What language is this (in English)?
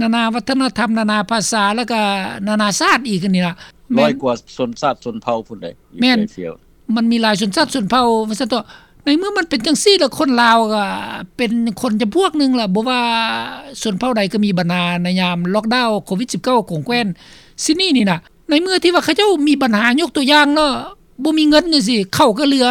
Lao